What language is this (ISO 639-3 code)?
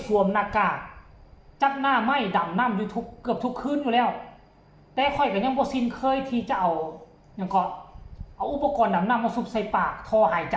tts